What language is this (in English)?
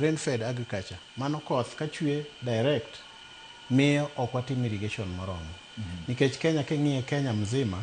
Luo (Kenya and Tanzania)